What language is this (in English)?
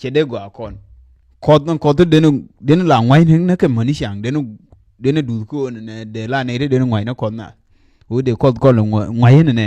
Nuer